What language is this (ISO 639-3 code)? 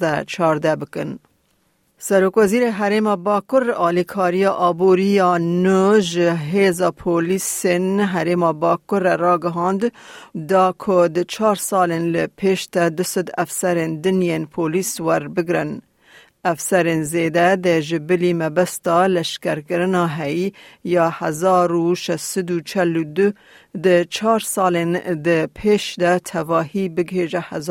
kur